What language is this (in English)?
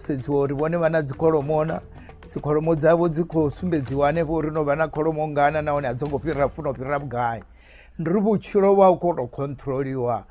Venda